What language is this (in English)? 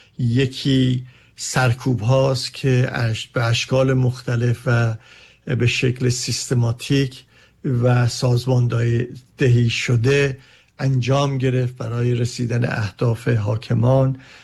Persian